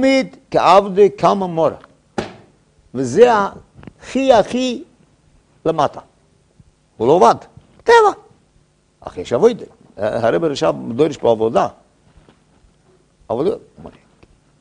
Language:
Hebrew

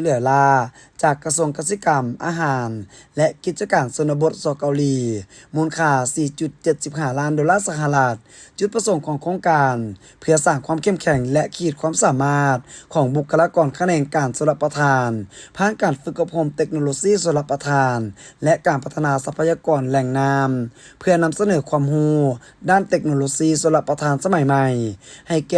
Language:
Lao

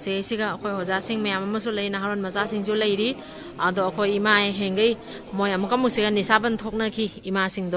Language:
Manipuri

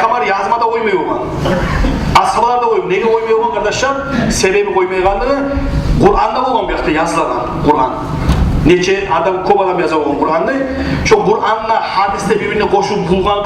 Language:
Kumyk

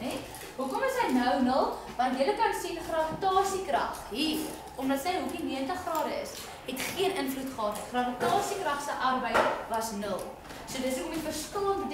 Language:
Afrikaans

